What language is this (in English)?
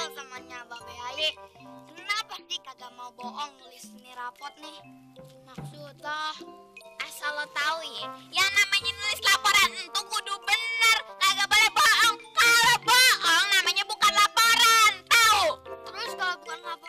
Betawi